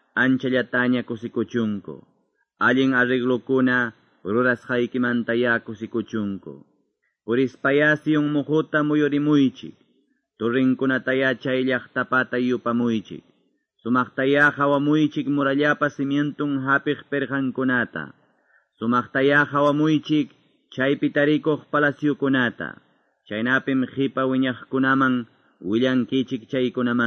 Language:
Quechua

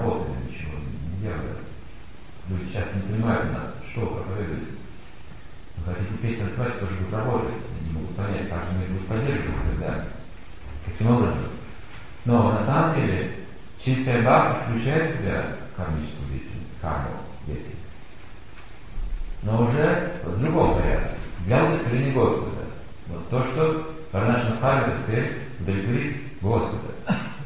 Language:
Russian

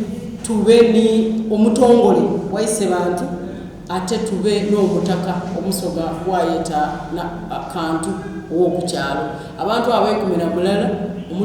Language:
Soga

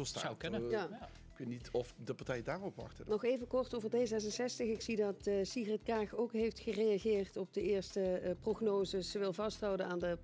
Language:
Dutch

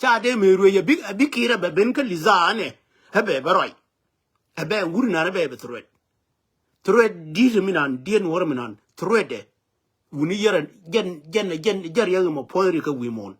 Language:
Nuer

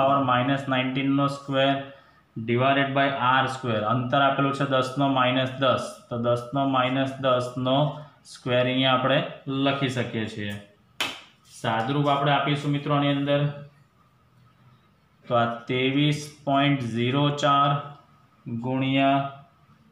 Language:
Gujarati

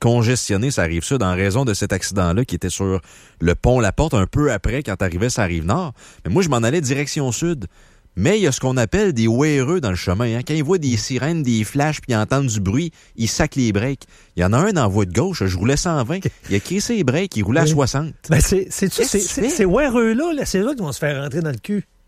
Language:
French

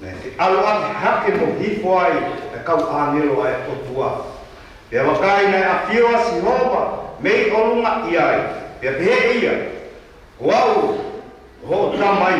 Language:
Tongan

